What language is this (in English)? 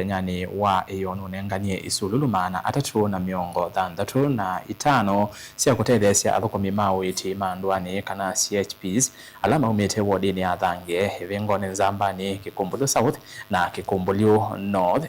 Kamba